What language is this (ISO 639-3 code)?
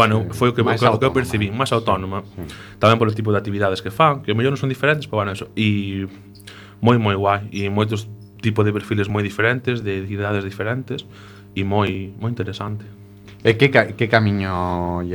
glg